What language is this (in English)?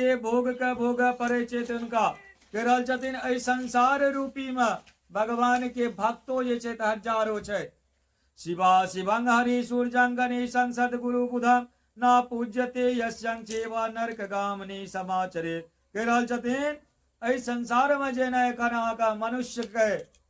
Maithili